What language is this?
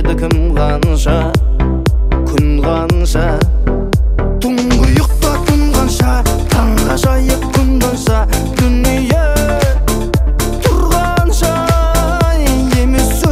Kazakh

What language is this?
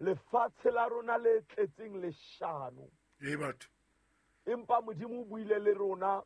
Southern Sotho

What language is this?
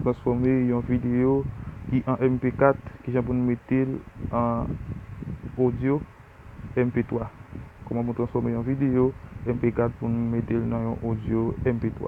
Haitian Creole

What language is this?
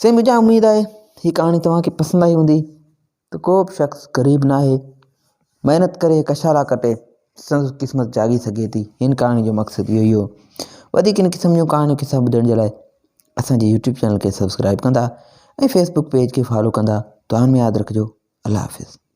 Sindhi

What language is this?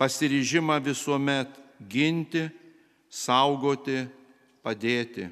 Lithuanian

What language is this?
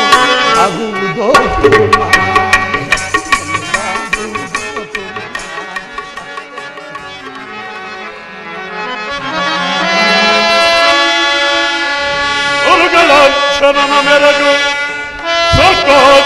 Kannada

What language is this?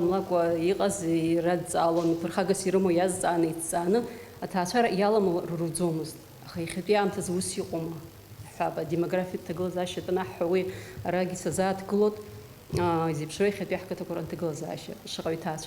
Abkhazian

